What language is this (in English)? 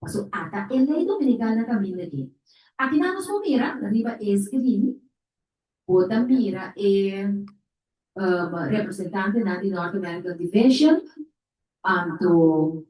Papiamento